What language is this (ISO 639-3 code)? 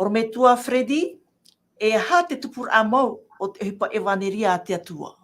tah